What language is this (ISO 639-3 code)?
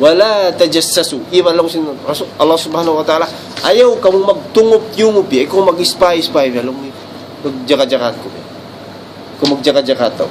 tsg